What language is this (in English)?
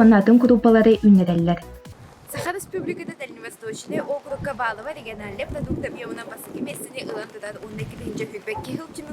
Yakut